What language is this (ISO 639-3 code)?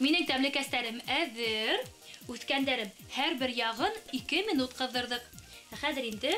bak